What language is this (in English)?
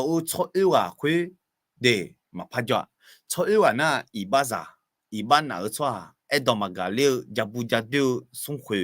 Akha